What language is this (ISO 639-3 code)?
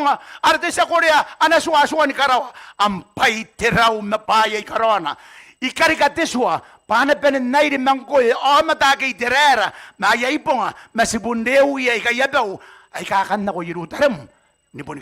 gil